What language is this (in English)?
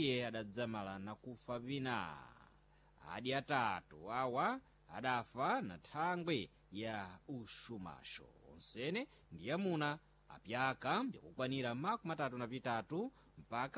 Sena